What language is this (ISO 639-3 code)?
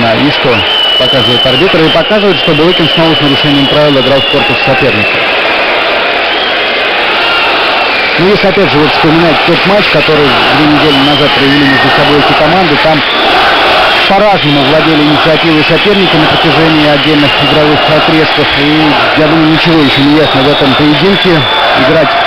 rus